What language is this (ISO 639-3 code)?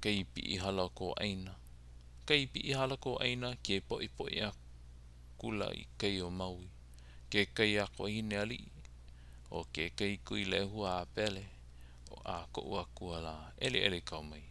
haw